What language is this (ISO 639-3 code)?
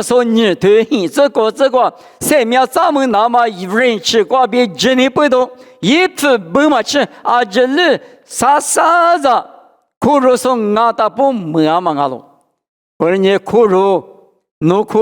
lis